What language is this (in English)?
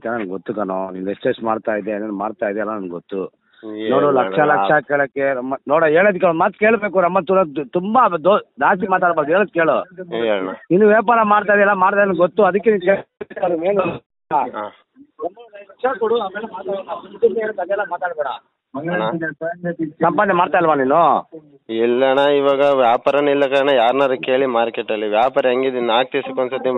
Kannada